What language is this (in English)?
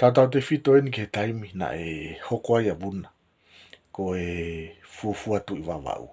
Tongan